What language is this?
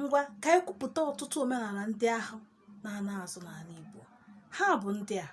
Igbo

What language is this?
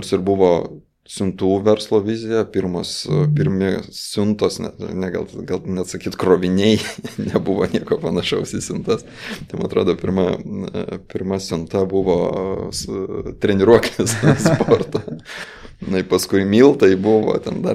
Lithuanian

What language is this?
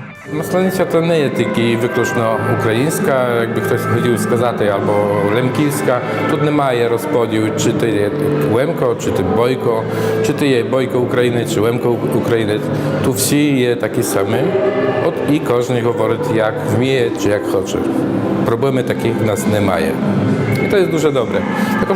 Rusyn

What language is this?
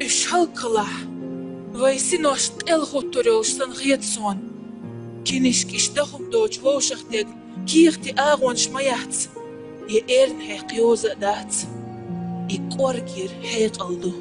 Chechen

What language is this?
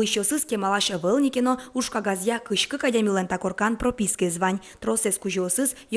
Udmurt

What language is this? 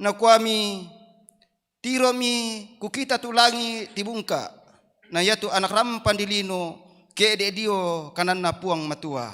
Toraja-Sa'dan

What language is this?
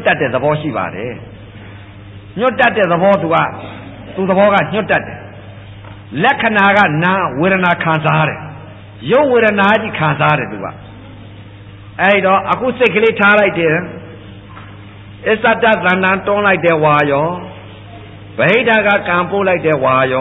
Burmese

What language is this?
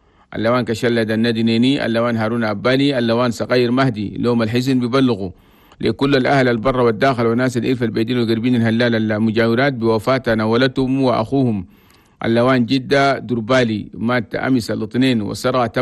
Chadian Arabic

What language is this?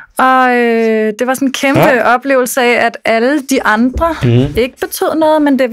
Danish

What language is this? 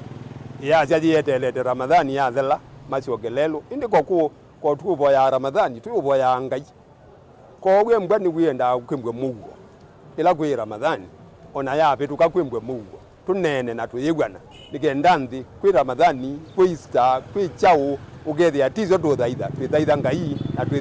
Kamba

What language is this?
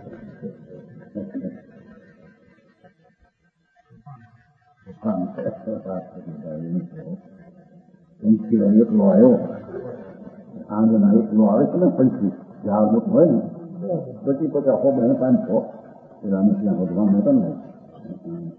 Gujarati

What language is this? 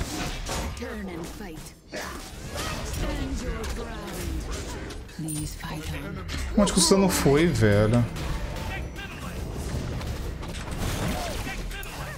Portuguese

